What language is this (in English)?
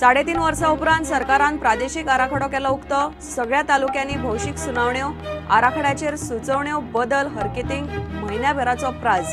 Konkani